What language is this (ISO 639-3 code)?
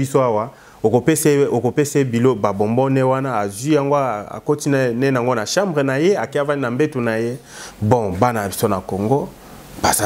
lin